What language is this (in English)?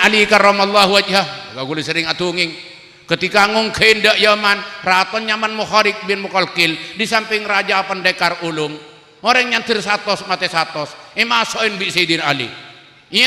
Madurese